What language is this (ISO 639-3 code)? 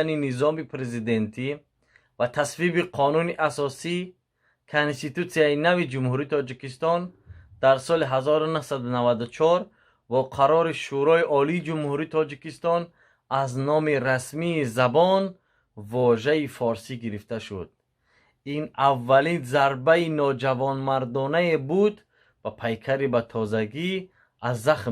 tgk